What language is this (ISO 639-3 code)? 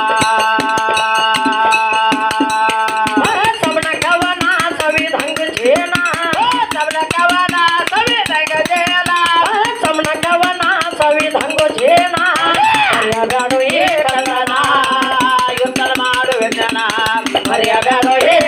kan